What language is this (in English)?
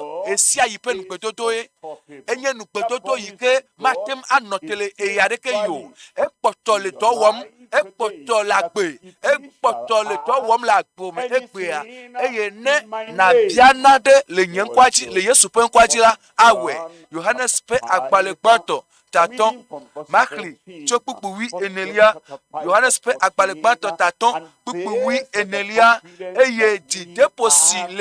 Ewe